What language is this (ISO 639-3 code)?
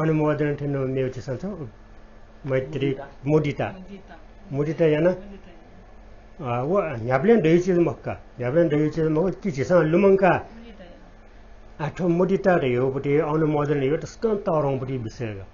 new